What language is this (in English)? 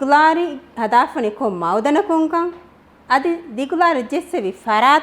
Divehi